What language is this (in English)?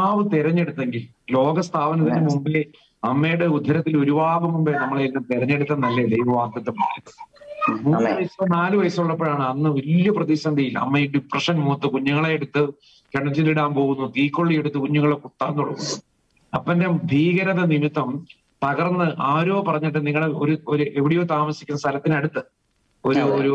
Malayalam